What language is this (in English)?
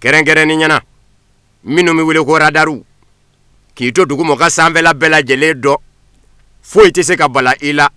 Bambara